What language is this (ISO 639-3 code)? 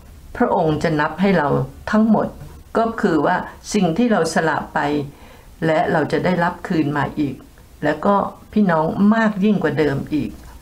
tha